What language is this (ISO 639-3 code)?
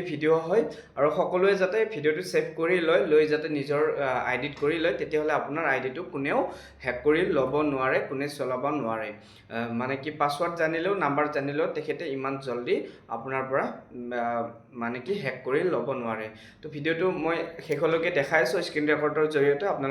asm